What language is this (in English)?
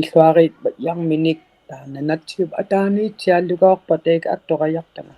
Inuktitut